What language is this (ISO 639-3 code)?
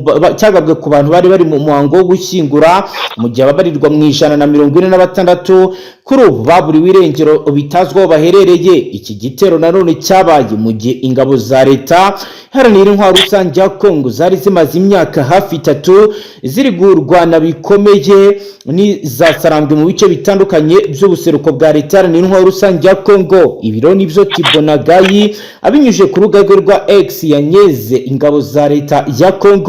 kin